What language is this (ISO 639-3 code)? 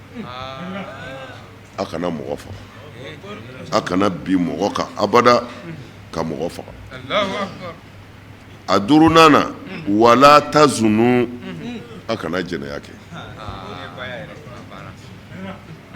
bam